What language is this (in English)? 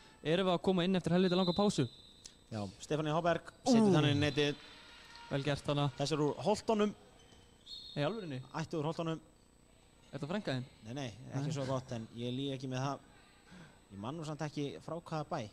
Icelandic